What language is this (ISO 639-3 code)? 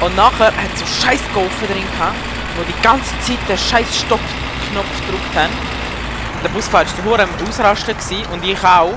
gsw